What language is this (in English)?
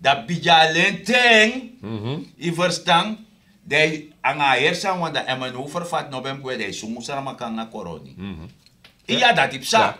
Sranan Tongo